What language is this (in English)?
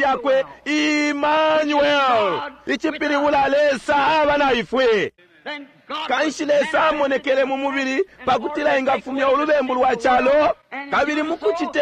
Bemba